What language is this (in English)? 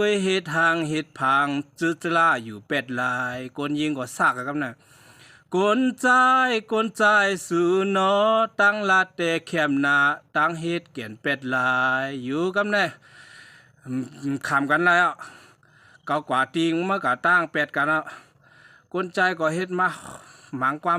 Shan